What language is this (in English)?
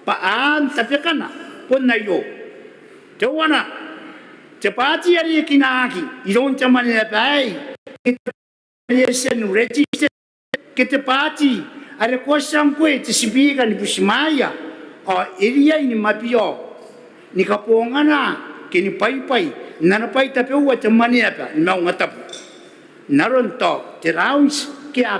Gilbertese